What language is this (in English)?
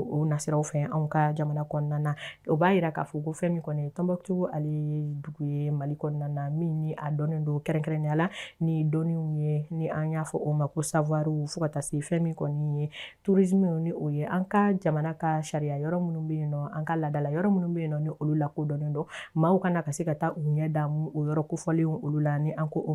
Bambara